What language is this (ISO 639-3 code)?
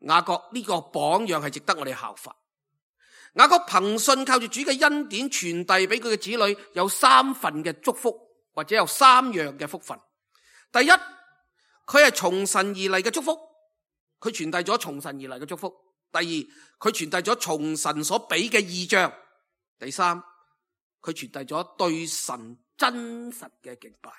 yue